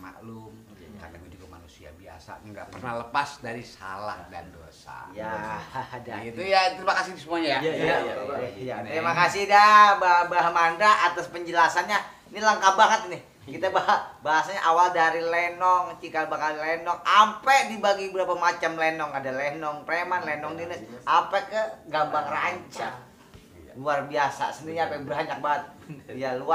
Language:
Betawi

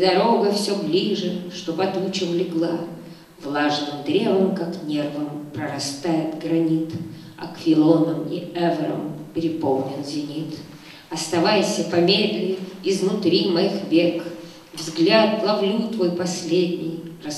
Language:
Russian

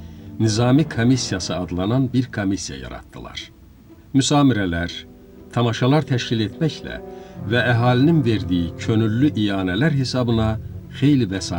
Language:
Azerbaijani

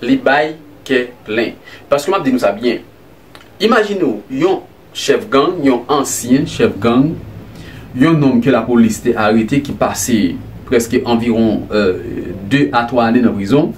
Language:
Haitian Creole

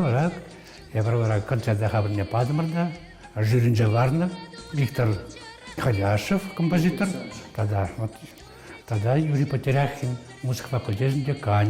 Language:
Chuvash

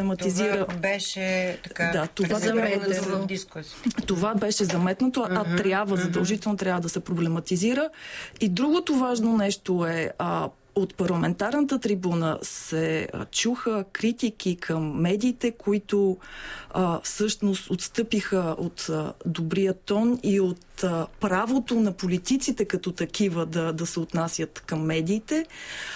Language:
Bulgarian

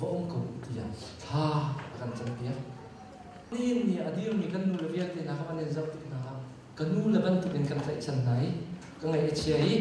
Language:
Hakha Chin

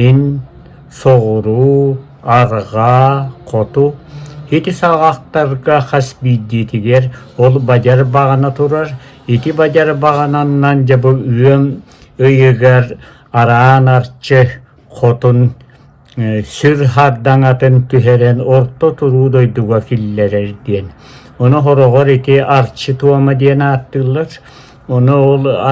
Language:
Yakut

